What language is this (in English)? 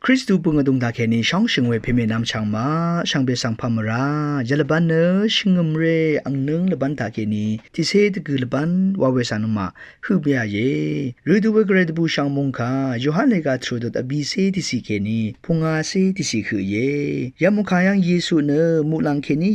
Rawang